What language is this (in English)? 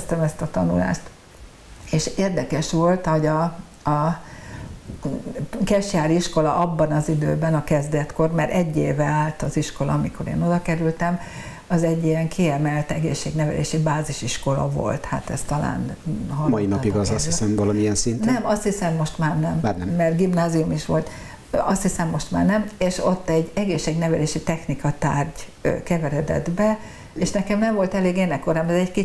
Hungarian